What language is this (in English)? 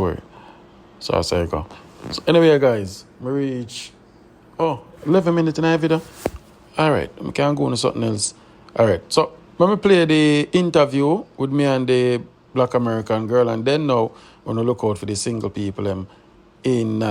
Jamaican Creole English